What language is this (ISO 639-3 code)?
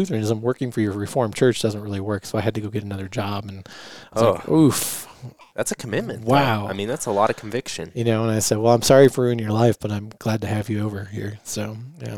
eng